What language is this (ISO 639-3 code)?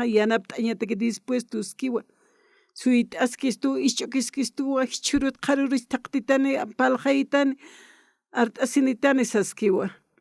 aym